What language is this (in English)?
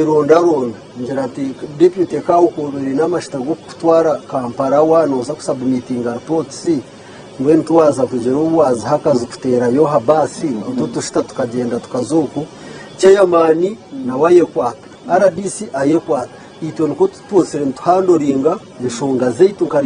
Nyankole